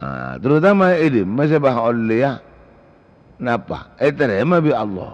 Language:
Madurese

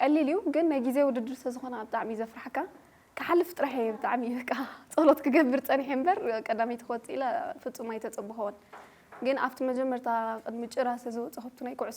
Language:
Tigrinya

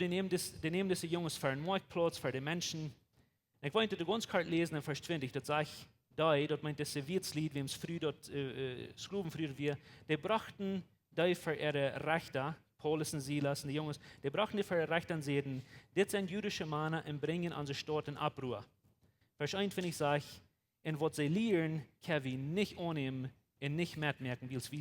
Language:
Plautdietsch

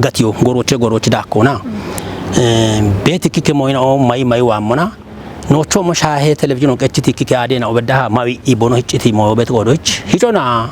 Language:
Kafa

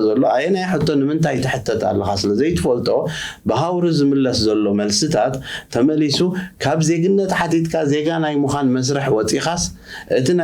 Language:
Tigrinya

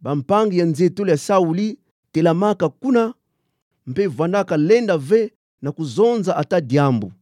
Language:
Kituba (Democratic Republic of Congo)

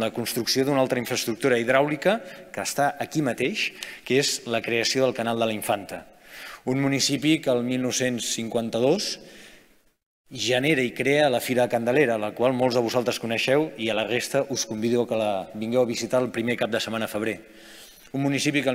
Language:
Catalan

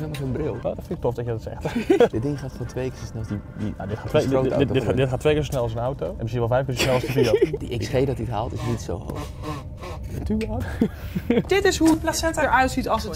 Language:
Dutch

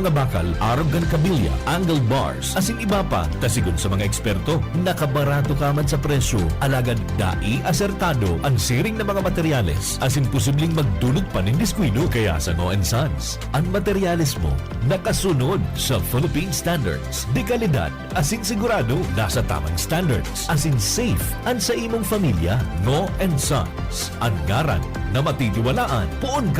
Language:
Bikol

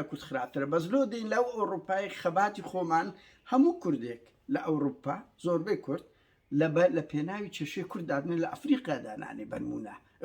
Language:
Central Kurdish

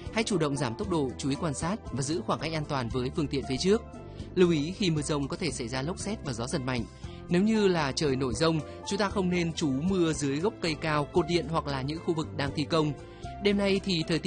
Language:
Vietnamese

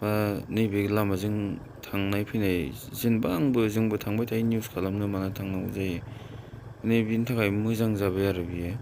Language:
Bodo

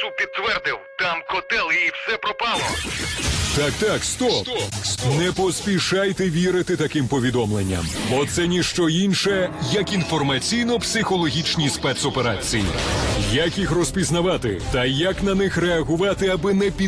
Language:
Ukrainian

